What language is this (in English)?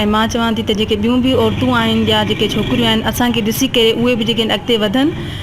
Sindhi